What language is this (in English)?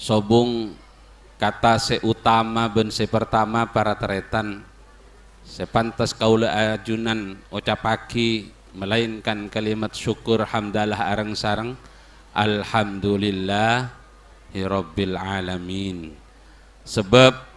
Madurese